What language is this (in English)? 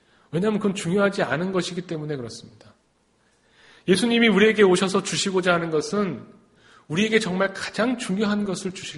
Korean